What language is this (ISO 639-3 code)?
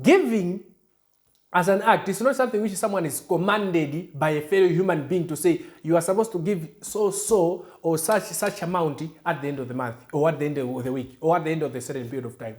eng